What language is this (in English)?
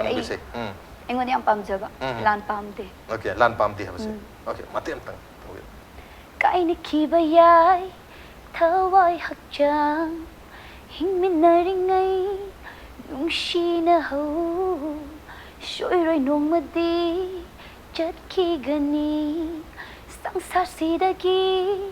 Manipuri